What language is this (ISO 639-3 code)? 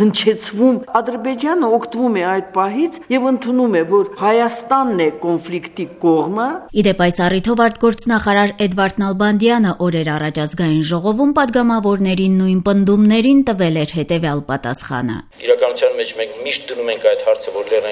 hye